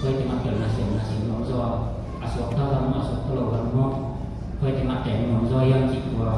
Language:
Tedim Chin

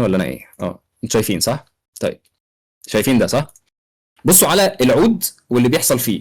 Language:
Egyptian Arabic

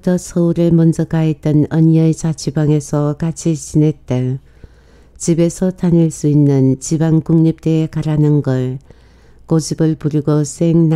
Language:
Korean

